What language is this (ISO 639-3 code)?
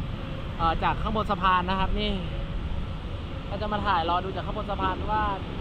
tha